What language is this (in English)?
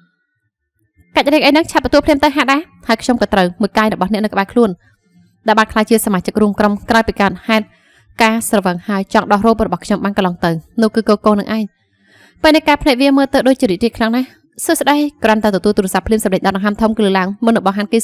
Khmer